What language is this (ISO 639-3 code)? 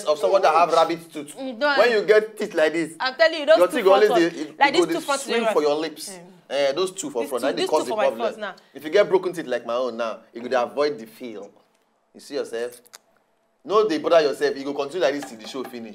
pcm